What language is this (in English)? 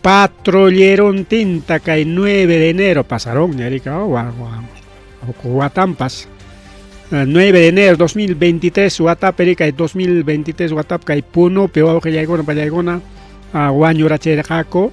Ayacucho Quechua